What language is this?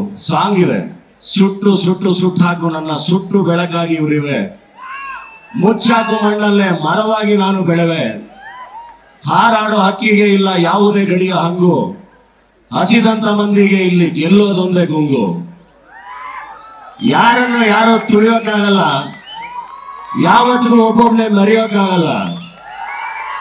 Kannada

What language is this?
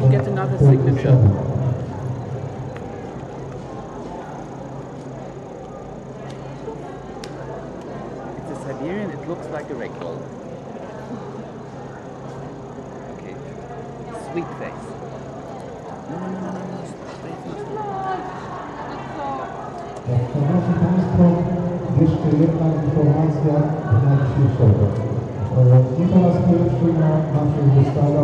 Polish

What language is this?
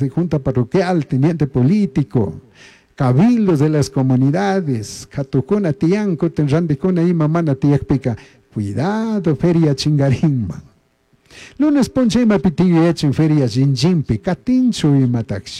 Chimborazo Highland Quichua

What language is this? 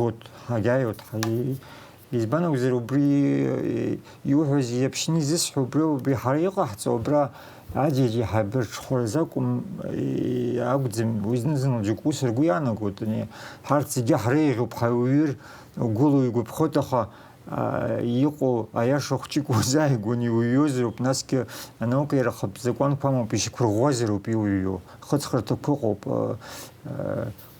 Abkhazian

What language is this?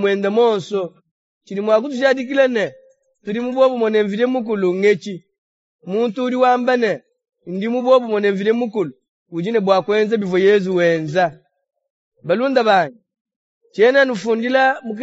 Luba-Lulua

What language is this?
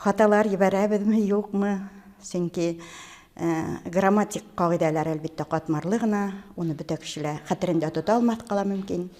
Bashkir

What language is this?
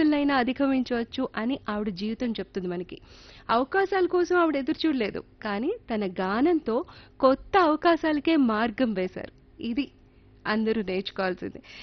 Telugu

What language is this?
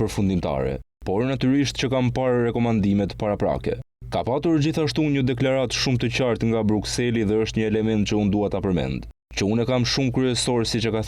Albanian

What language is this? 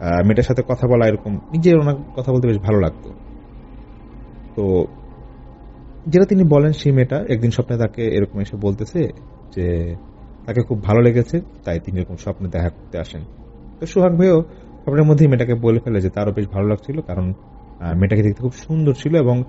Bangla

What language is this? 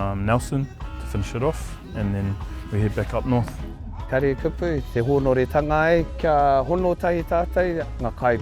Māori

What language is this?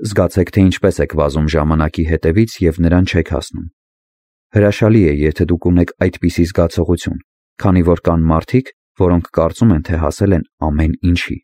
Armenian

